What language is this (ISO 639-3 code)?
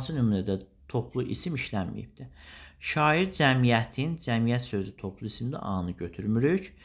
aze